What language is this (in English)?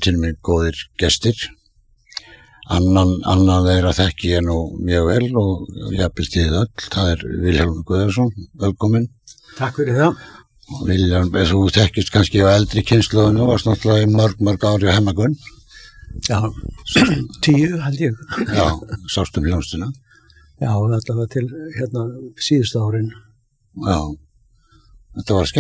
Icelandic